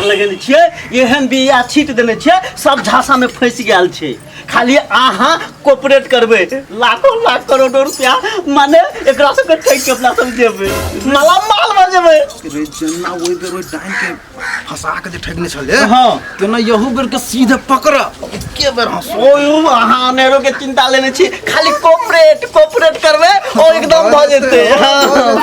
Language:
Maithili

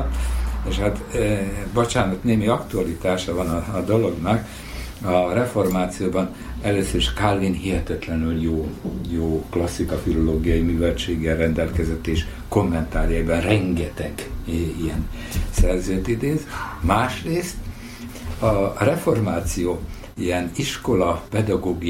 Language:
Hungarian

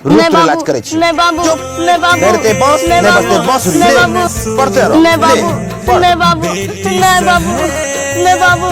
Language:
Angika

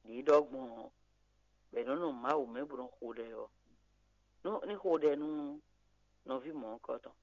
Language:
Fon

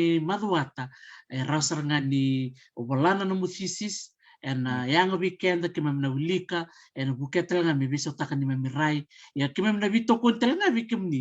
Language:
Fijian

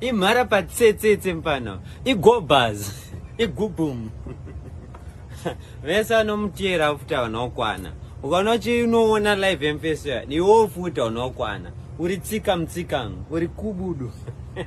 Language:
Shona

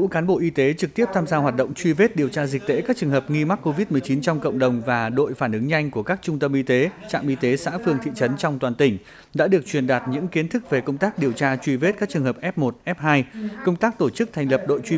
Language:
Vietnamese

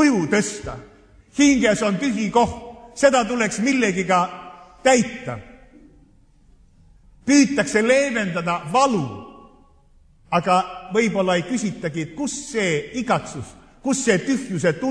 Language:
Estonian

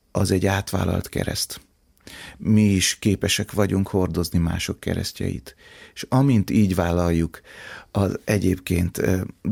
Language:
Hungarian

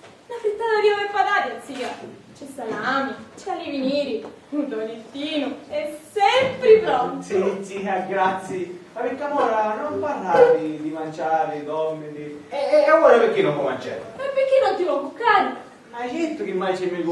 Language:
Sicilian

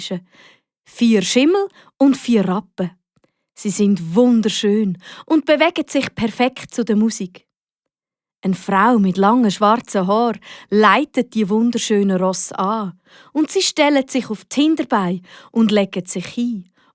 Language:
Swiss German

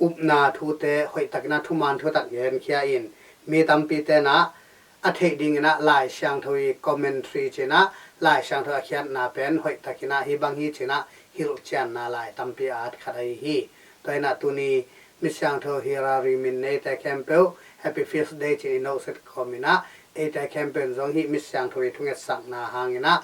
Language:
Tedim Chin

